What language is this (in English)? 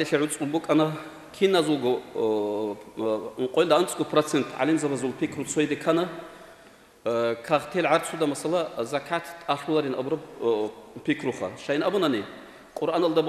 Avaric